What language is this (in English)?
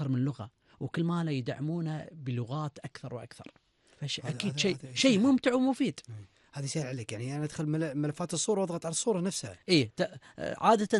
Gulf Arabic